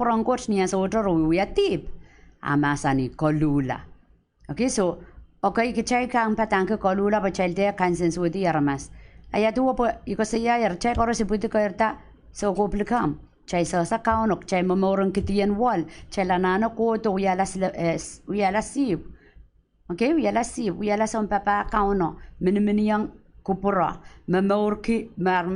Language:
Pohnpeian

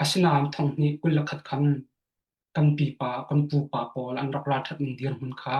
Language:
Hakha Chin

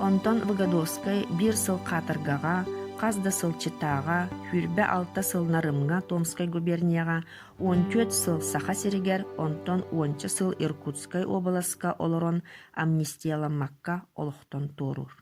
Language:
Yakut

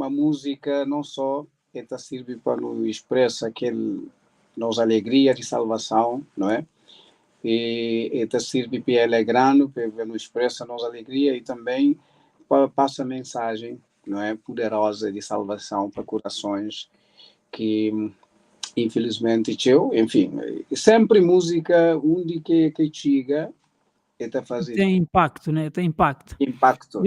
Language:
Kabuverdianu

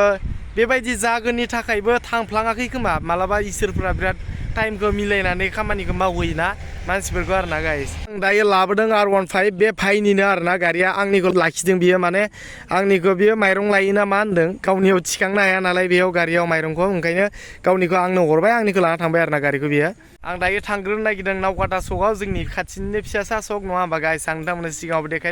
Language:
Bodo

